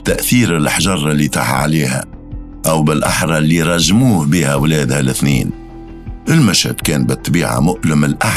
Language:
Tunisian Arabic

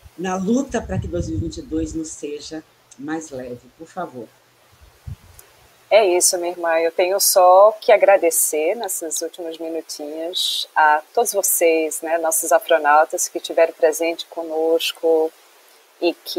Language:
Portuguese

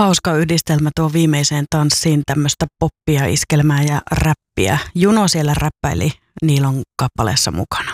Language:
Finnish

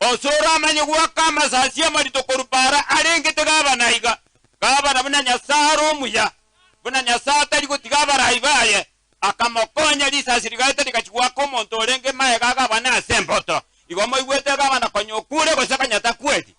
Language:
Gusii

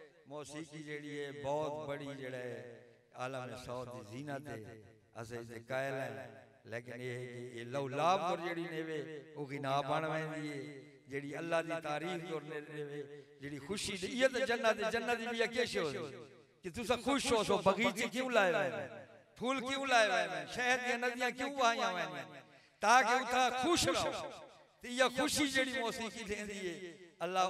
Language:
Saraiki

